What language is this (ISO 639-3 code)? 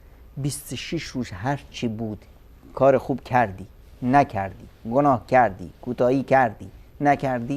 fas